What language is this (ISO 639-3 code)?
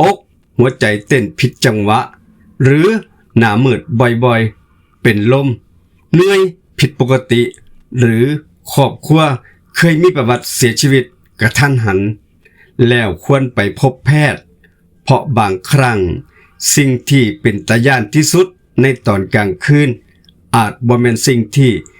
lao